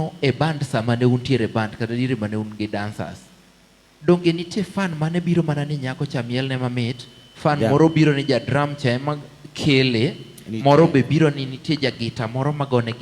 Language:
Luo (Kenya and Tanzania)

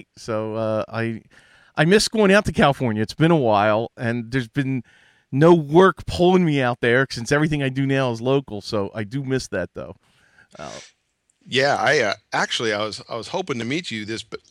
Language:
English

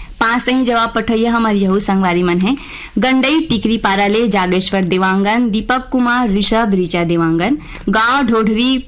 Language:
Chhattisgarhi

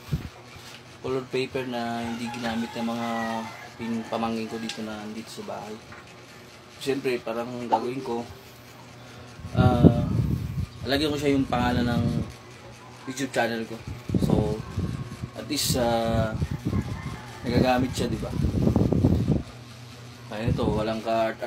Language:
Filipino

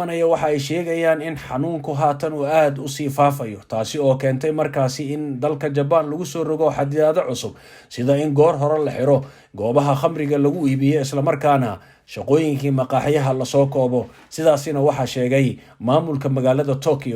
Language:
Somali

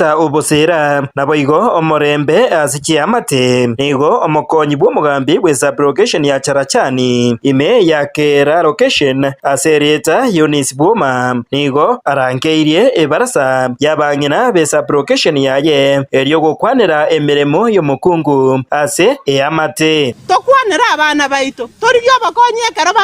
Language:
Gusii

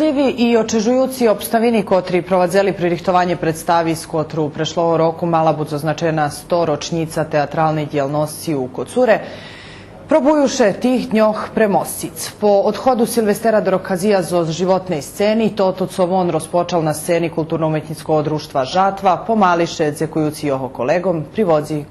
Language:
Rusyn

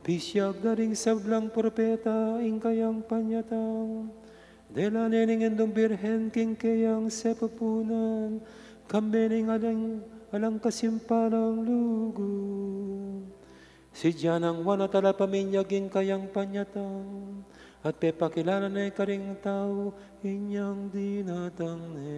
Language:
Pampanga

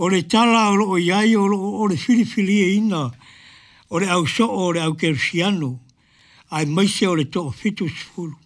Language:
Samoan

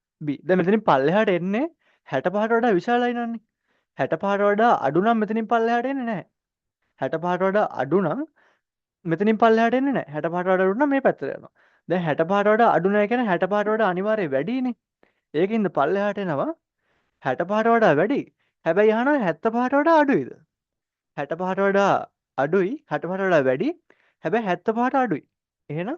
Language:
Sinhala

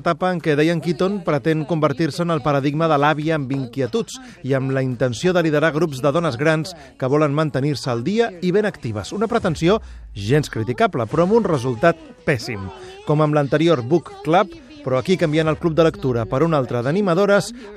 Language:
Catalan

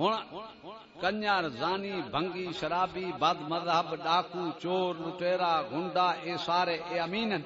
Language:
Saraiki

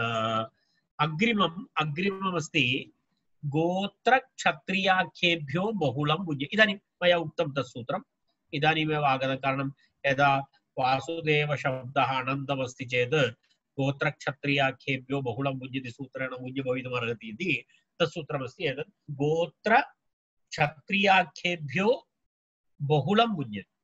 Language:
Sanskrit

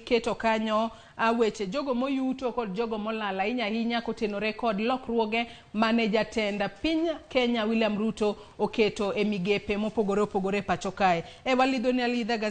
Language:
Luo (Kenya and Tanzania)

